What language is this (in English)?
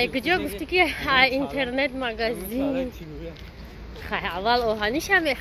Tajik